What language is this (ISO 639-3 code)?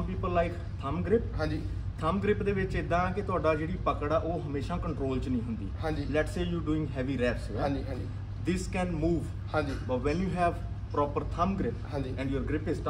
pan